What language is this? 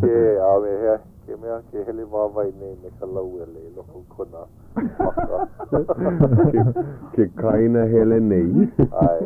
Hawaiian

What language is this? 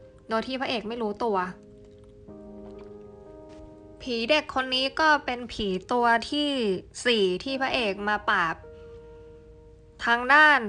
Thai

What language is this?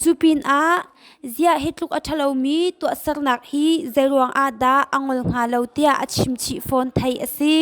Hakha Chin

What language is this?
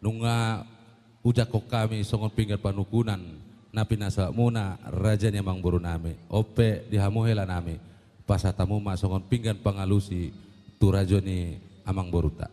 Batak Toba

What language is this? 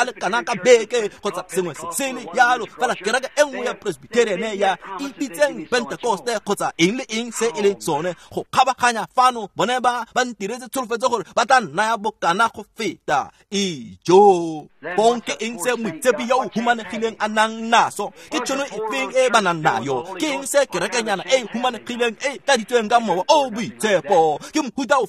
Tswana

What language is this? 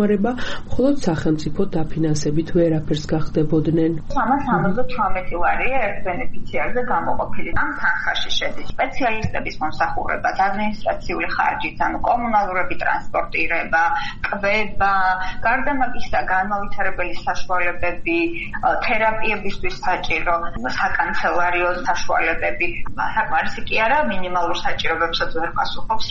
Georgian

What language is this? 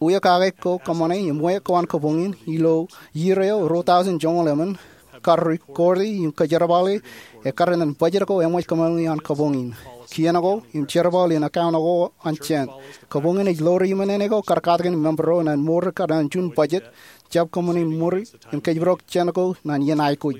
Marshallese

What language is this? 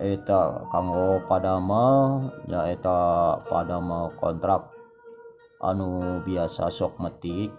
Sundanese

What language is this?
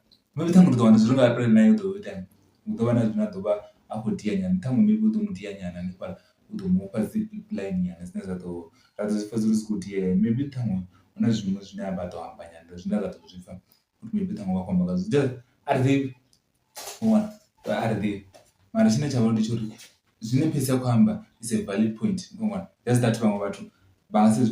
Venda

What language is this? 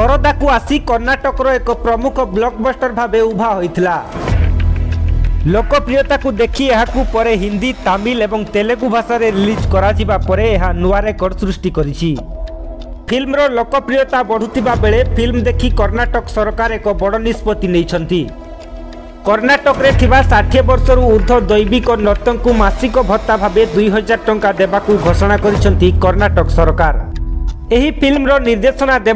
Odia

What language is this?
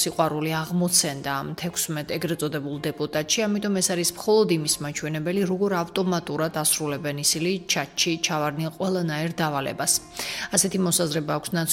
Georgian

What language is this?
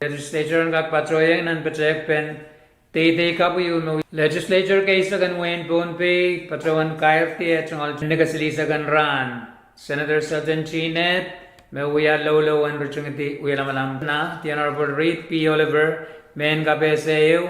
Pohnpeian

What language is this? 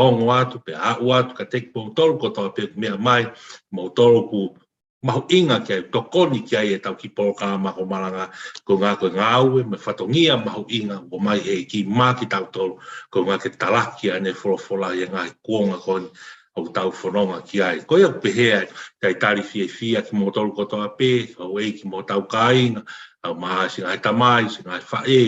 Tongan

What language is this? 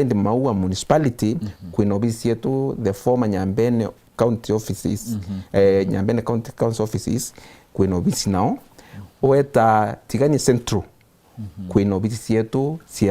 Meru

